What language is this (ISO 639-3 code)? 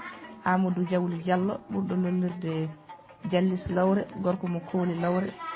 ful